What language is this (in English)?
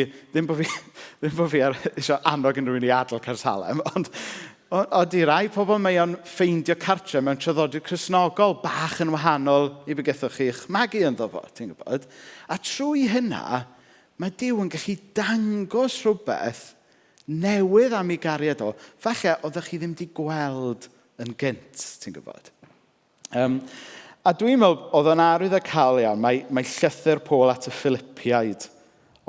Welsh